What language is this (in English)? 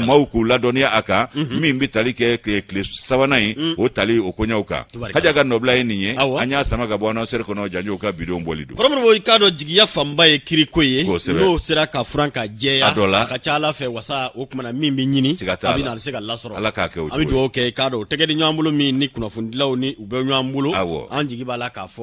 Bambara